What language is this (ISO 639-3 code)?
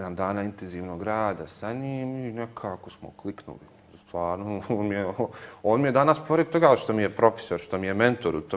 bos